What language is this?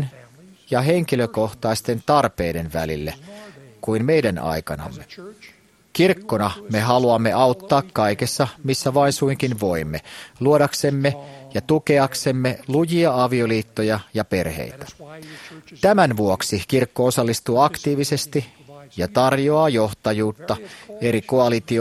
Finnish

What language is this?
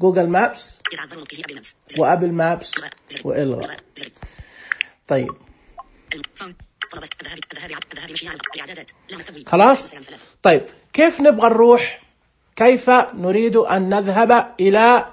Najdi Arabic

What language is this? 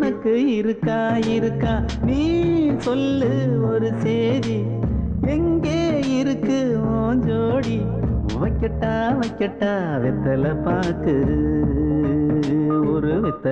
Tamil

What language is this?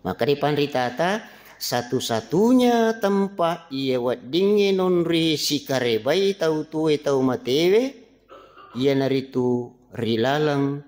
Buginese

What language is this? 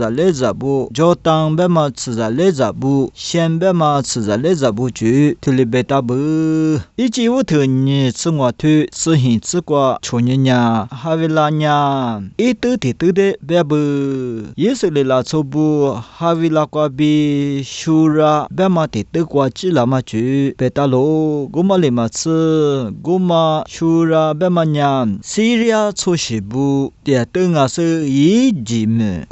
Lisu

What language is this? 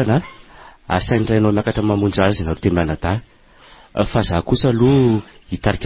Malagasy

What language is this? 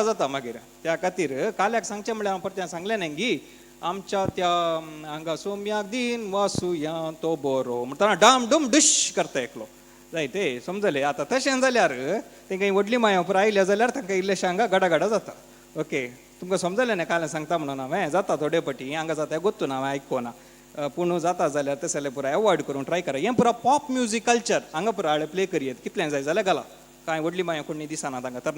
Konkani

